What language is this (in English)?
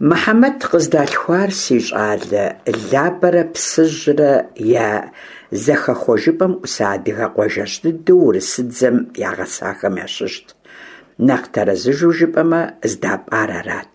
Kabardian